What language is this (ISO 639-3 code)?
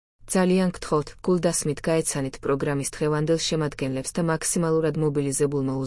kat